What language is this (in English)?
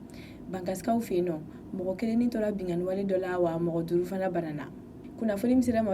Bambara